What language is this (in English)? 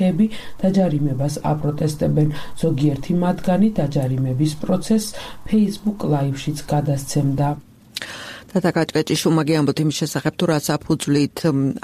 Georgian